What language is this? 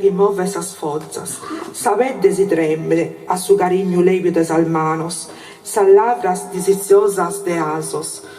Sardinian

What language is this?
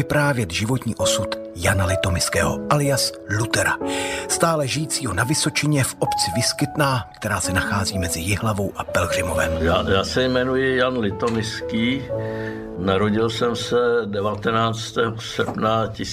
Czech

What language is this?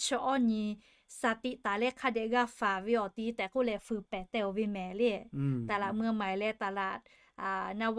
Lahu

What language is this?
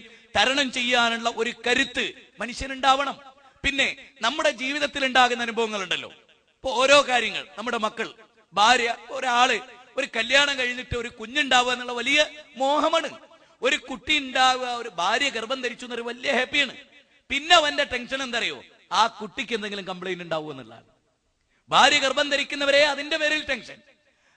Malayalam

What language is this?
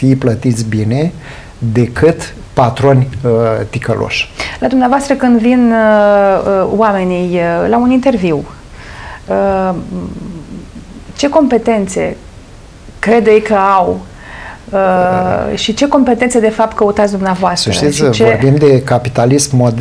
Romanian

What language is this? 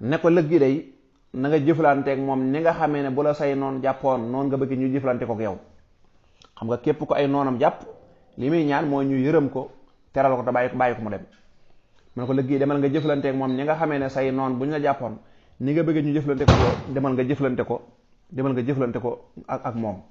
Wolof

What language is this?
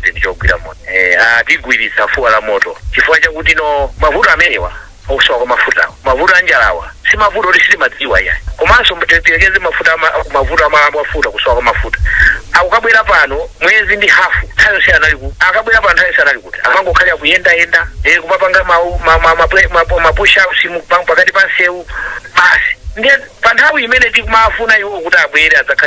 Nyanja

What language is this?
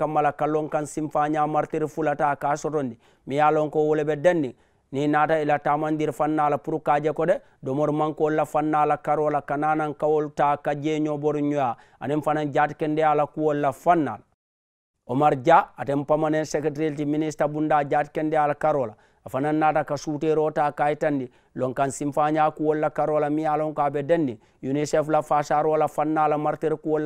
Mandingo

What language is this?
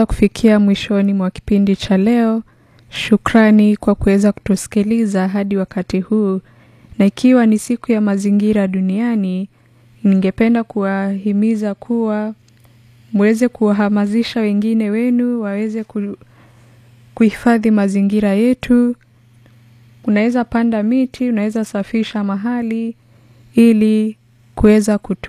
Swahili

